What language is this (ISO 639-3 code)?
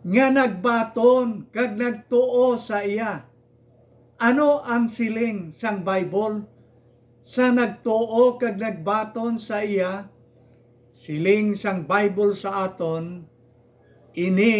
hil